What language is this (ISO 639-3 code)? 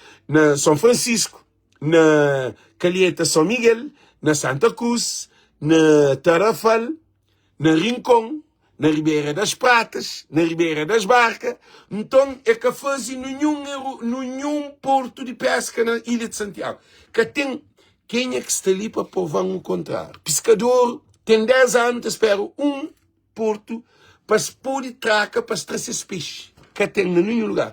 kea